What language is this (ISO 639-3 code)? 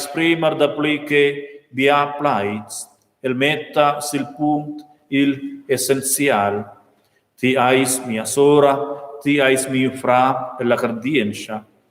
roh